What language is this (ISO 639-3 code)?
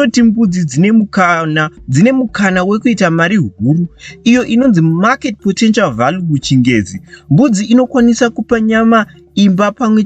sna